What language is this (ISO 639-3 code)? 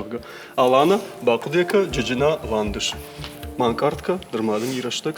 oss